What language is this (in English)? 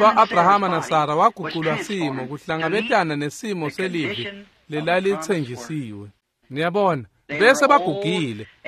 Swati